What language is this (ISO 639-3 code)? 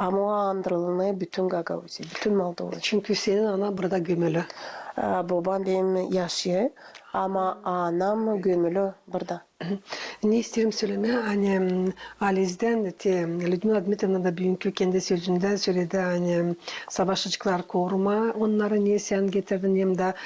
gag